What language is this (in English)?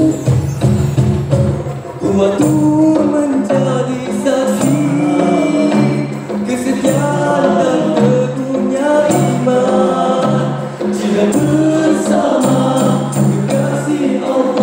Malay